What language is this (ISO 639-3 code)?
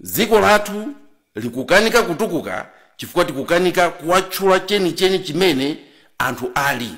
nya